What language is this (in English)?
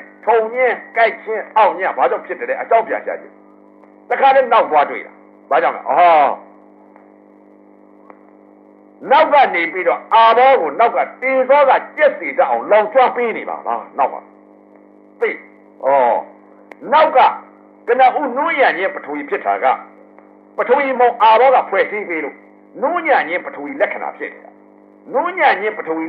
Burmese